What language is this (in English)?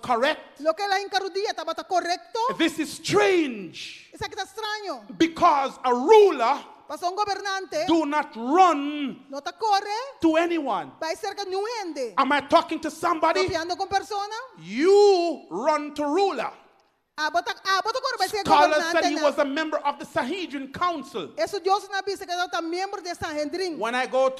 Papiamento